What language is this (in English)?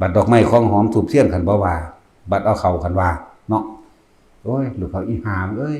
Northeastern Thai